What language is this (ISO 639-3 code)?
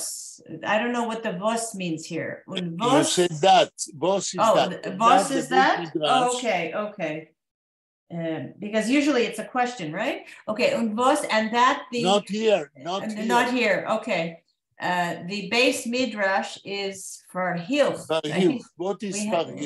yid